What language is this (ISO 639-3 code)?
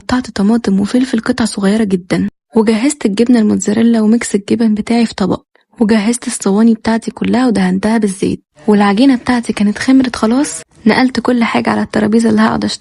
arz